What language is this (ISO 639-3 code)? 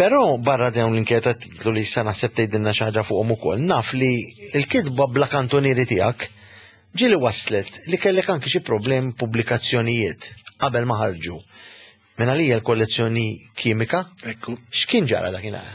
mlt